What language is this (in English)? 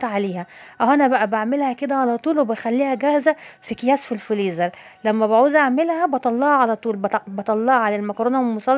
Egyptian Arabic